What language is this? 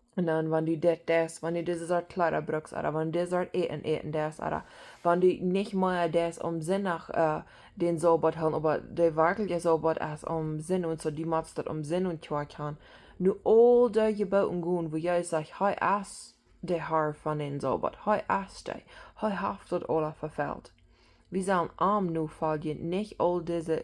Plautdietsch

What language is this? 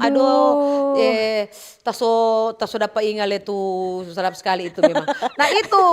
Manado Malay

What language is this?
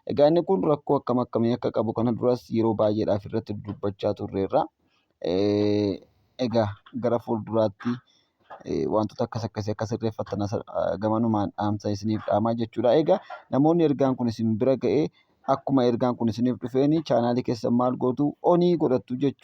Oromo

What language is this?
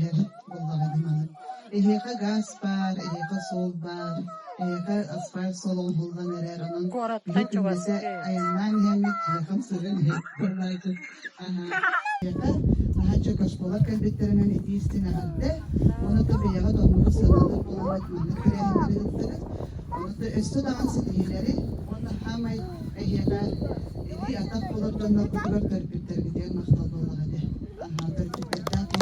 Yakut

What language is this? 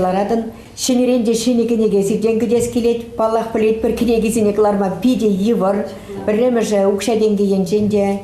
Chuvash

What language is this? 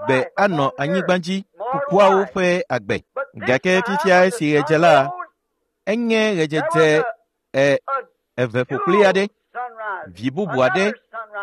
Ewe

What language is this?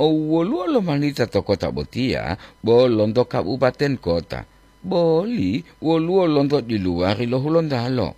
Gorontalo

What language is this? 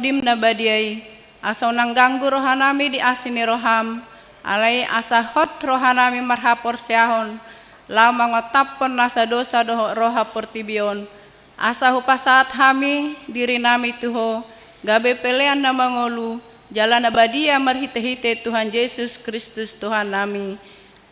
Batak Toba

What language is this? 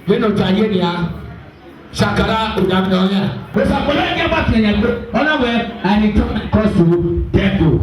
Bini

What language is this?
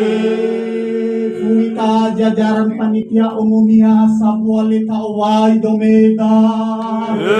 Nias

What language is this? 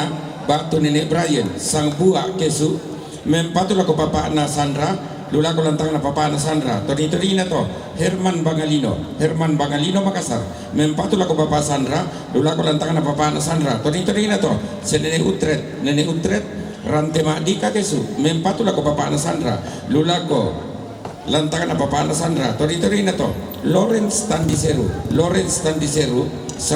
Toraja-Sa'dan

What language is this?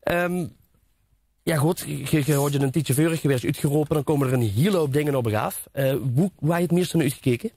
Limburgish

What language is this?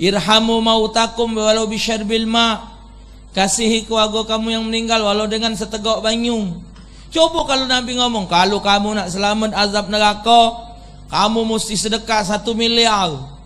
Musi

